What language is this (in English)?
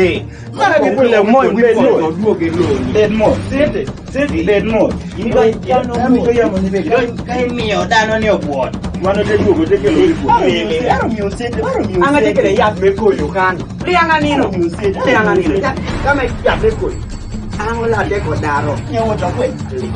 Kumam